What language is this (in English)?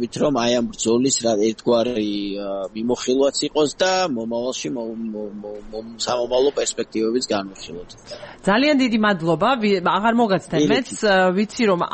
Georgian